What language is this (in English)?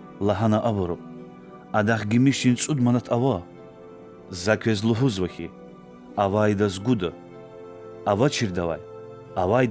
Lezghian